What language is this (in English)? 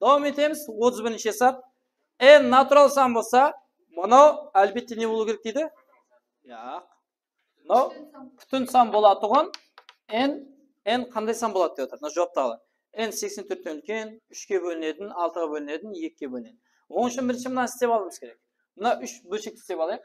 Kara-Kalpak